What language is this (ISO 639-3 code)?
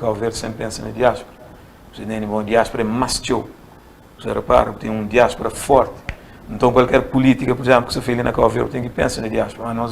kea